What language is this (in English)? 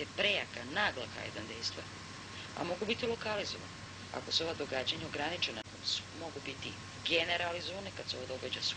Serbian